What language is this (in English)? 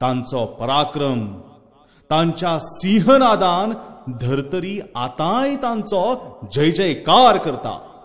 Konkani